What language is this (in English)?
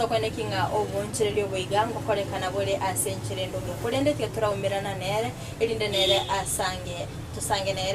Gusii